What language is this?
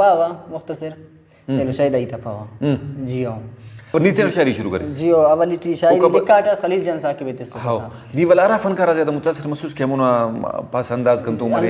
Brahui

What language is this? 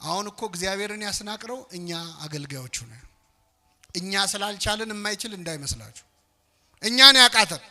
Amharic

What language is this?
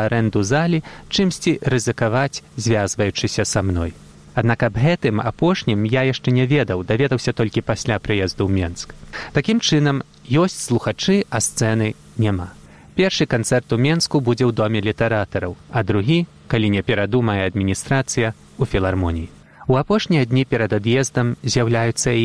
Belarusian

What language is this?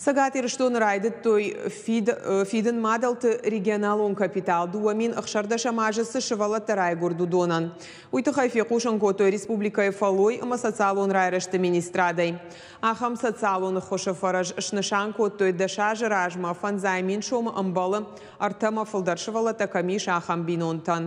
Ossetic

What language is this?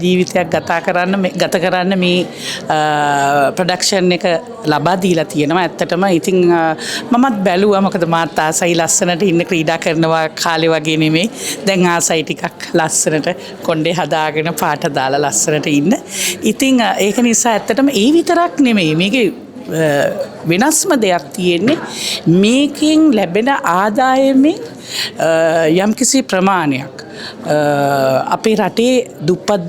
Sinhala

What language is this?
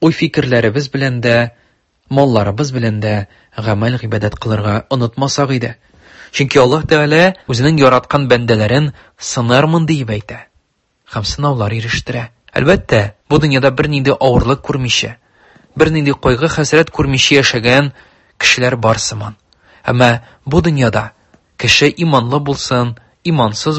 Tatar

